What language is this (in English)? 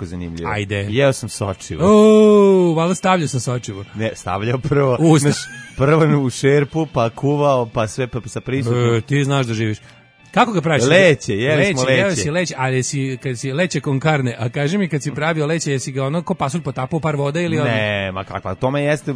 Serbian